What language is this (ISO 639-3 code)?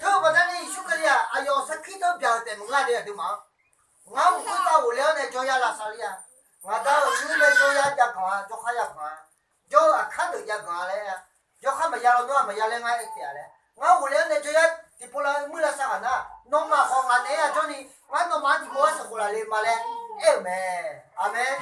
ahk